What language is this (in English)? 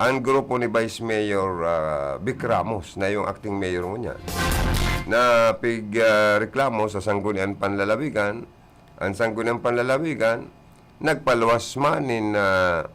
Bikol